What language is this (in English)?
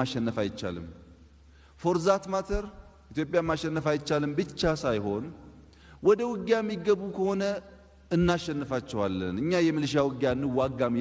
Amharic